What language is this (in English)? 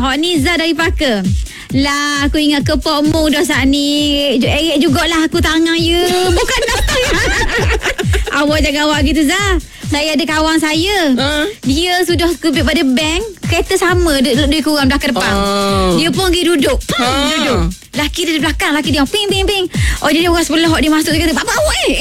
Malay